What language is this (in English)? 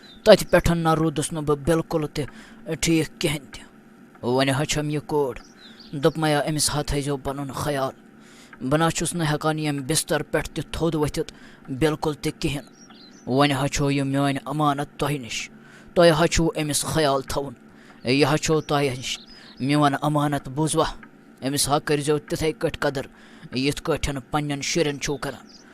Kashmiri